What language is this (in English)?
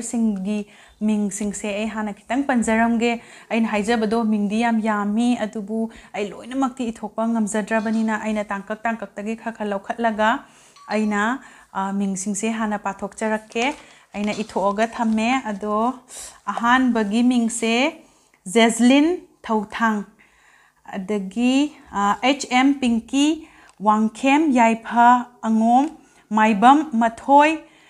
Manipuri